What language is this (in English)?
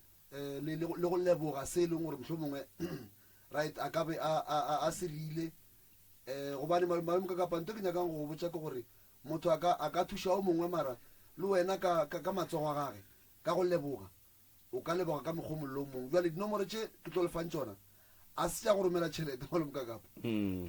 Northern Sotho